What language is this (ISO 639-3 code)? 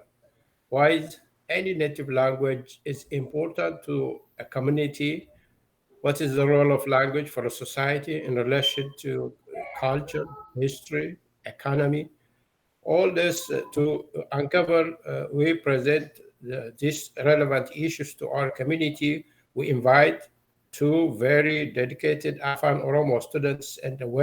eng